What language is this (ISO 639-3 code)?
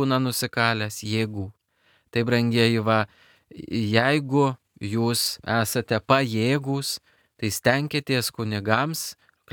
lit